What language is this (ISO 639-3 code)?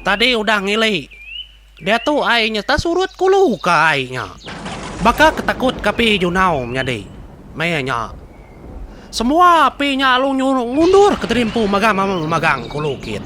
iba